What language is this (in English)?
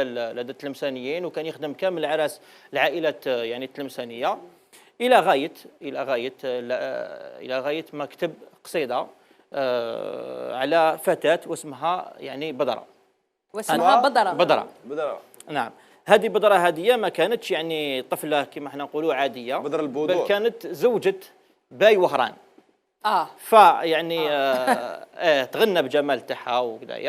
Algerian Arabic